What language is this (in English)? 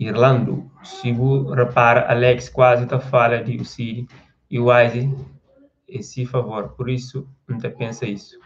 Kabuverdianu